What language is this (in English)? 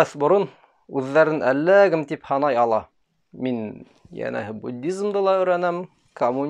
Bashkir